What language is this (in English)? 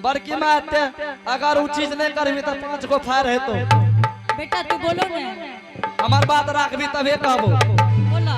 Angika